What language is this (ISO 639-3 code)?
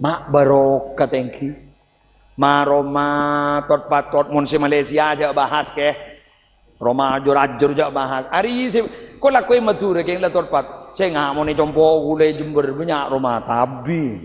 mad